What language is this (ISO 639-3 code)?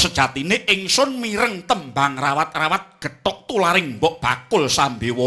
jav